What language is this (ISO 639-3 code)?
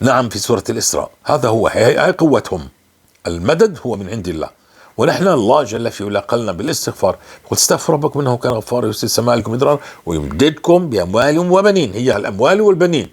apc